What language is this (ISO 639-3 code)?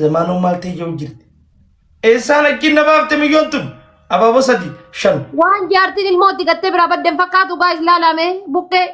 orm